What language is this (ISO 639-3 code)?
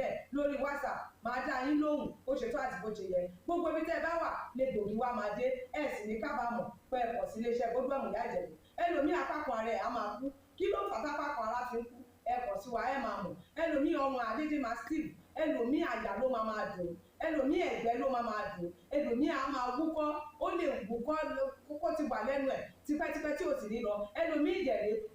yor